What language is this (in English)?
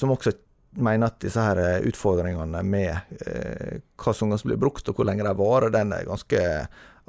Norwegian